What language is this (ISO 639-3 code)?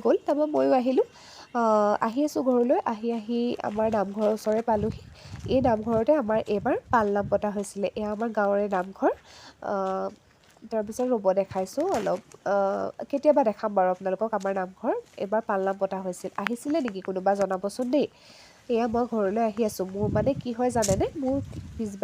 asm